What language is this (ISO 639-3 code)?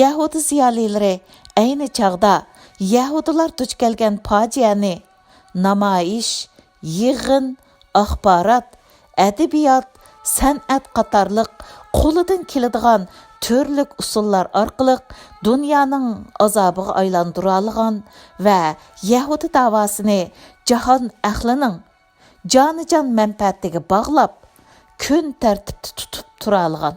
uig